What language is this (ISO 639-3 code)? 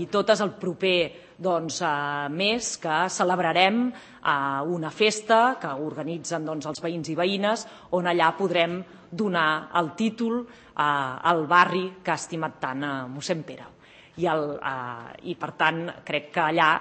cat